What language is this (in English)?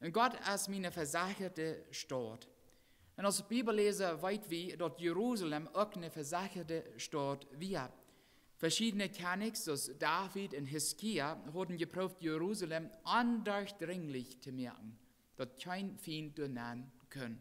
Plautdietsch